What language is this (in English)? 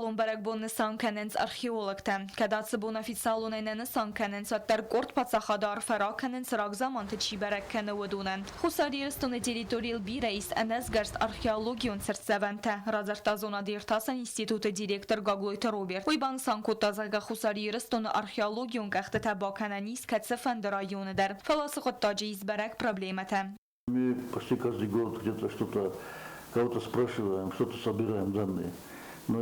Ossetic